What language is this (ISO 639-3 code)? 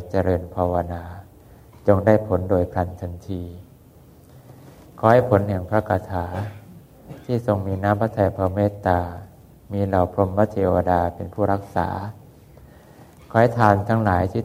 tha